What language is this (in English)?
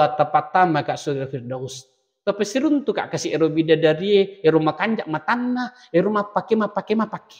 Buginese